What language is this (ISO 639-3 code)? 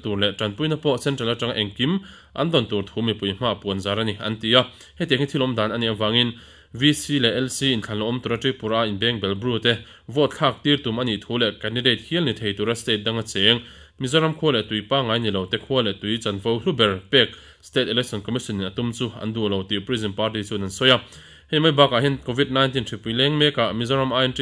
lus